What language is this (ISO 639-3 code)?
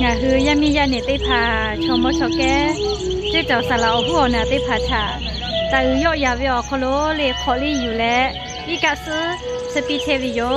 lhu